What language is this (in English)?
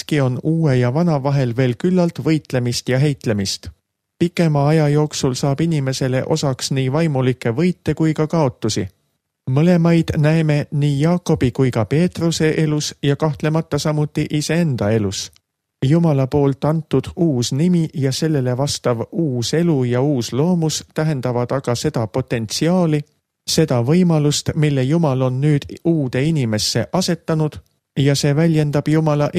Estonian